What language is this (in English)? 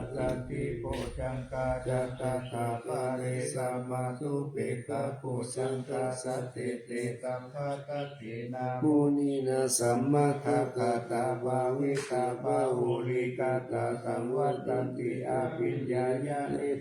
Pali